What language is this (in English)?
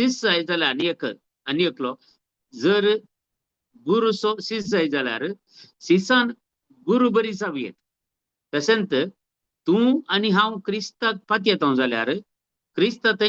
Konkani